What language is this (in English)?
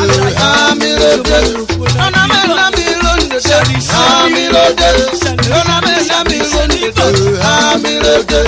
Urhobo